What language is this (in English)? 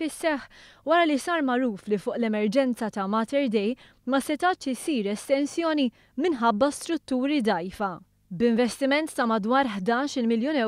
Maltese